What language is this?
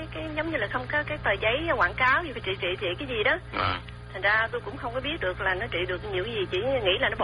Vietnamese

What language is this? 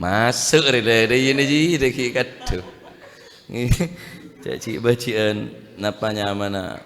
Madurese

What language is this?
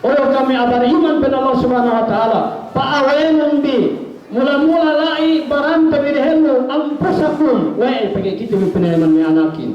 Yakan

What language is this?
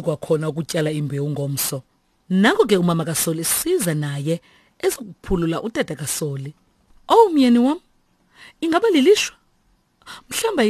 Xhosa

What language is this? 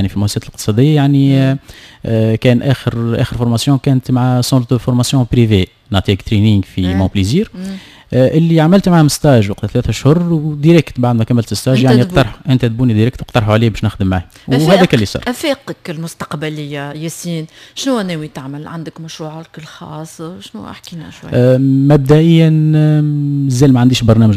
Tunisian Arabic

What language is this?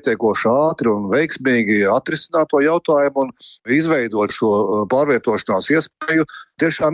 Latvian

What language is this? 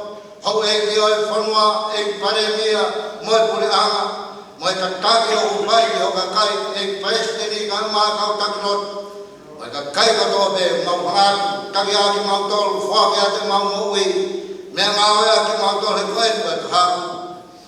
Tongan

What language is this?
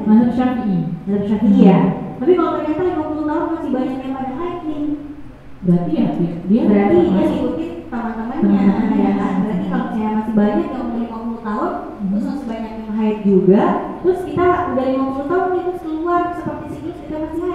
Indonesian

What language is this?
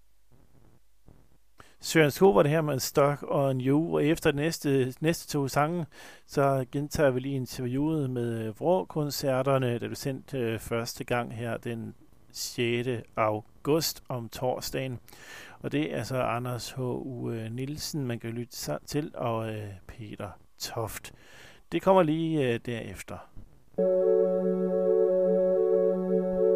Danish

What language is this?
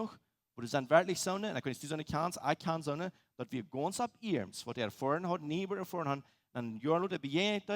Plautdietsch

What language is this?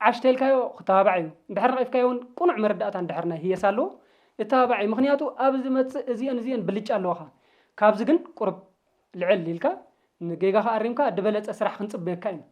Tigrinya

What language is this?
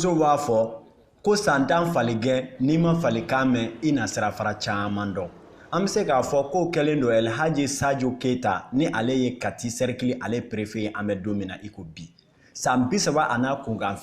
Bambara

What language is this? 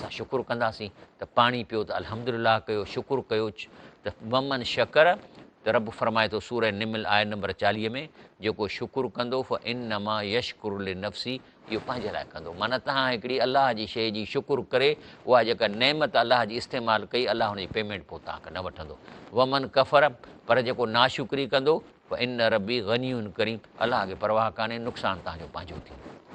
Sindhi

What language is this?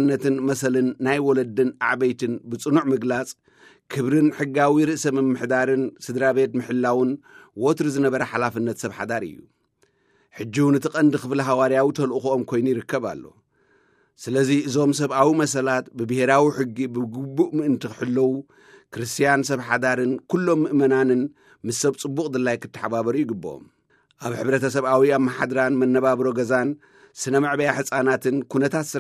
Tigrinya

